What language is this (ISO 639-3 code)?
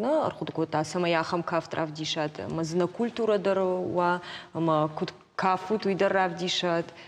oss